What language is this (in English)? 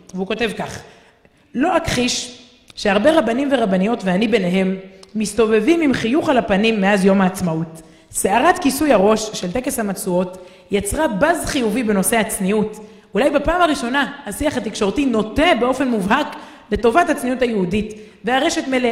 Hebrew